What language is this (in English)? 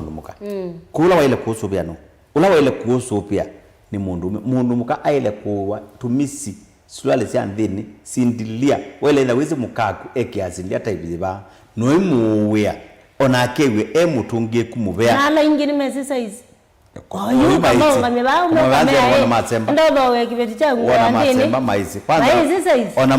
Kamba